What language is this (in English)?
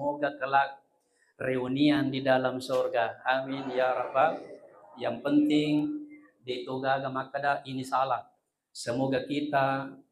Buginese